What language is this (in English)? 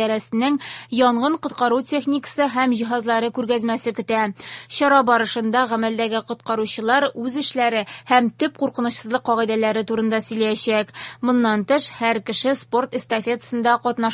Tatar